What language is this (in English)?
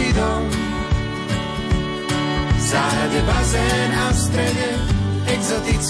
Slovak